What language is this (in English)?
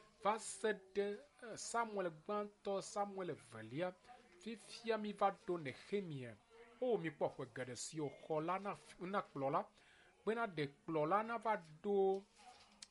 Ewe